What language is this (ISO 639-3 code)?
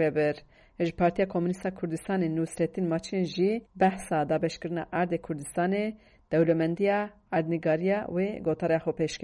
kur